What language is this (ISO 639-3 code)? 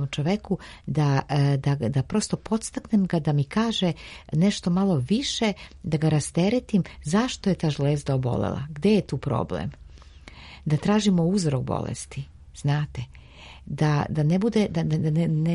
srp